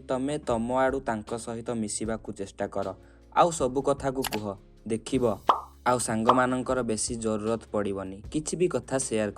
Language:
Odia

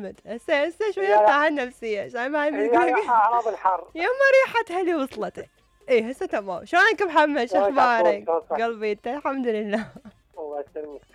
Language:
Mesopotamian Arabic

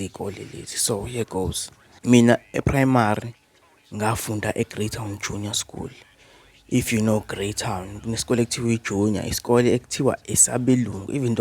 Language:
Zulu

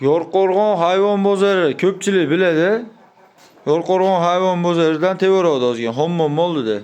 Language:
Uzbek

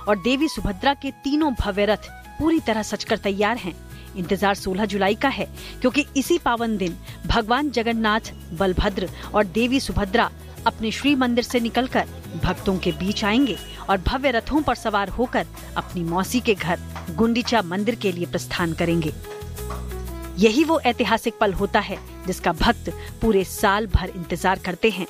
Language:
Hindi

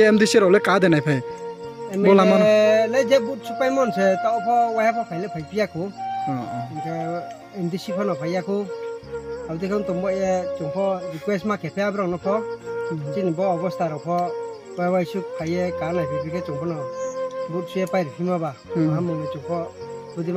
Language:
Riang (India)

